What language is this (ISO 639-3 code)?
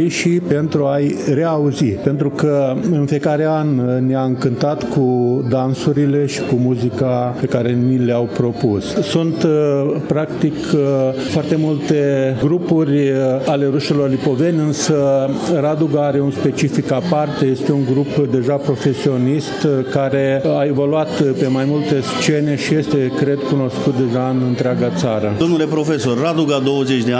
ron